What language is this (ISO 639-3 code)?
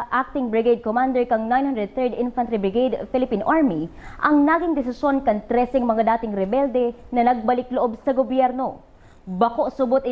bik